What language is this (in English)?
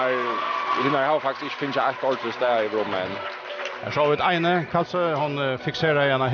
Faroese